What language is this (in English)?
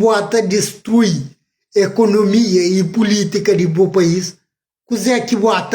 Kabuverdianu